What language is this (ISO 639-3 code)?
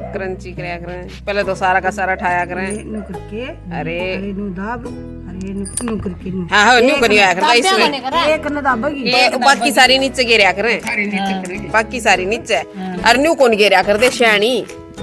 bgc